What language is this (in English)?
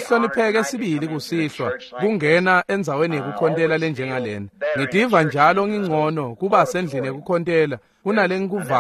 Swati